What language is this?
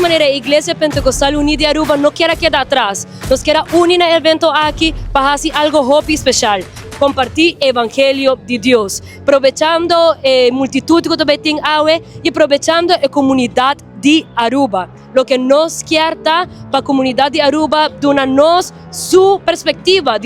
Papiamento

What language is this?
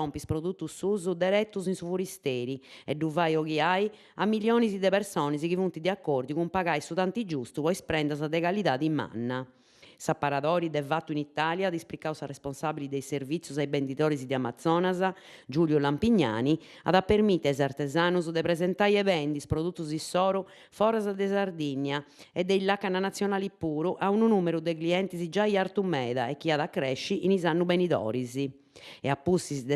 Sardinian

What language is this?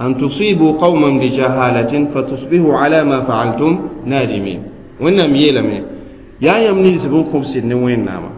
Mossi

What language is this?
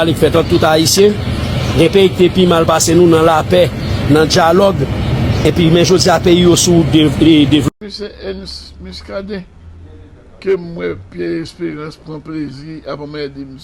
Haitian Creole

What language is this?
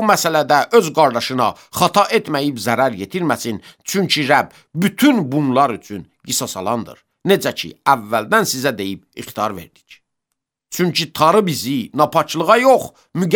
Azerbaijani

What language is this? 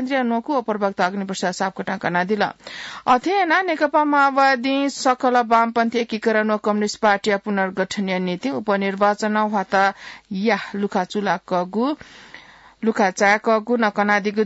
Newari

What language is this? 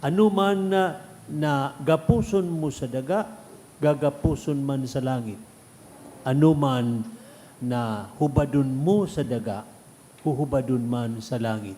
Bikol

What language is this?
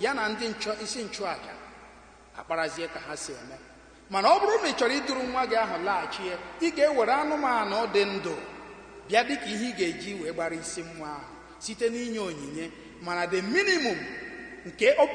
Igbo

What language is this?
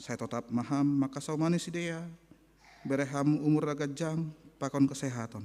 Batak Simalungun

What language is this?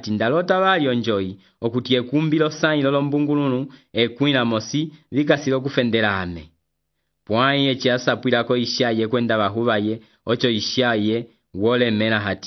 Umbundu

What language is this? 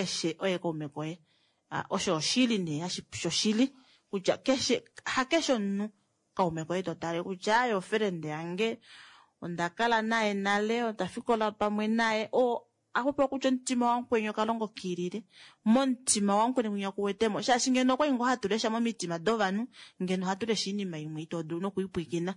Kuanyama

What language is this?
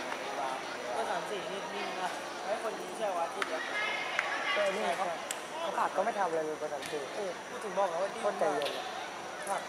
Thai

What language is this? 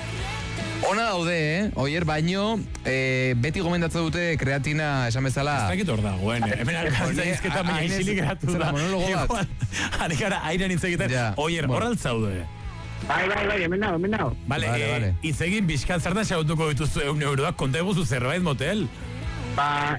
Basque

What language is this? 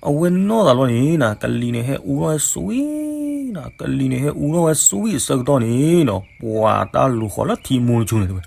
S'gaw Karen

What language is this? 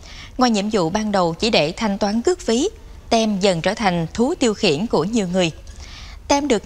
Vietnamese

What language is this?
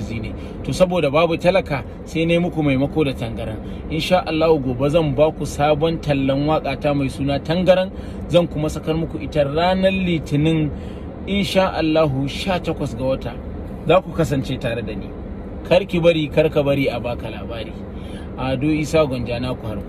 Hausa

